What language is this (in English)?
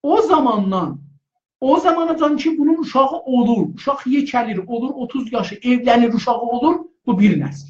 South Azerbaijani